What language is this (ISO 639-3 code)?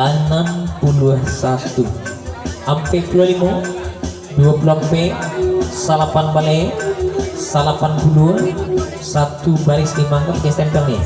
min